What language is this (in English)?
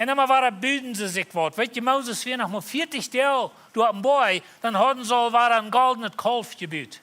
Plautdietsch